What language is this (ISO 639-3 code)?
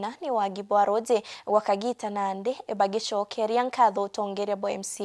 mer